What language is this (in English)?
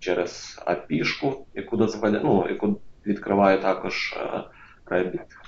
Ukrainian